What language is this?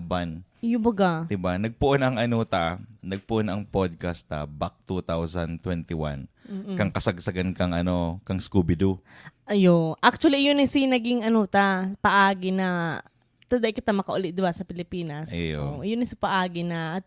Bikol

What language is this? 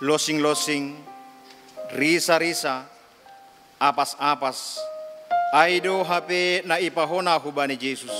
Batak Simalungun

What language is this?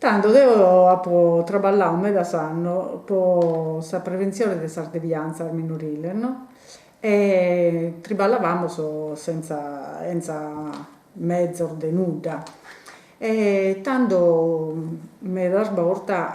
Sardinian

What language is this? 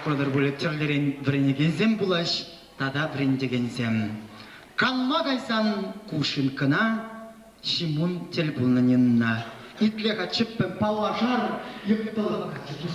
Chuvash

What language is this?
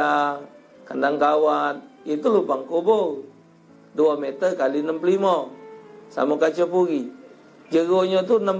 Musi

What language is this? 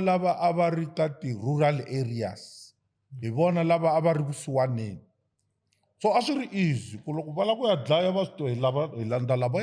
Tsonga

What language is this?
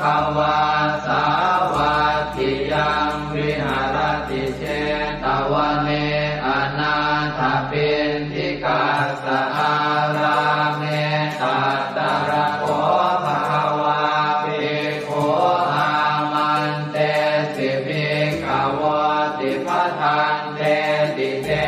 Pali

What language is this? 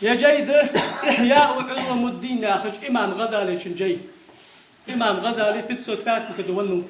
Ingush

